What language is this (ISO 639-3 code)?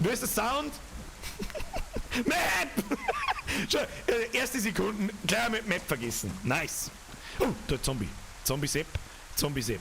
bar